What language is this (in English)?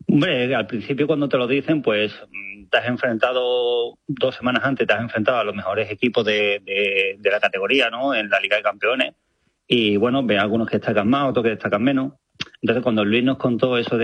Spanish